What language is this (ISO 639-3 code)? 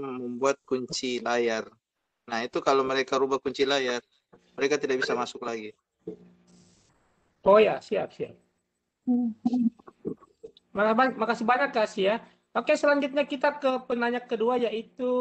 ind